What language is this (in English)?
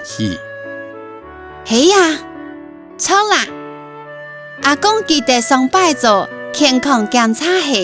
Hakka Chinese